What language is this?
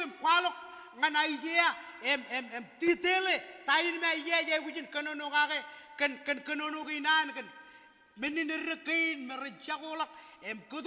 Marshallese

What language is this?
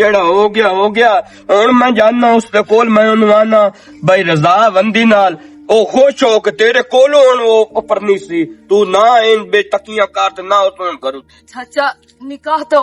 Western Panjabi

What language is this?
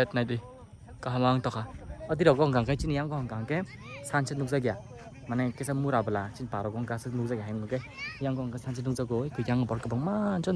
Kok Borok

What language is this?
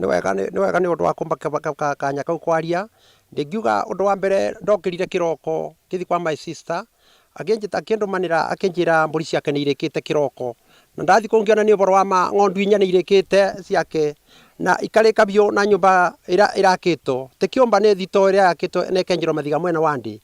Kikuyu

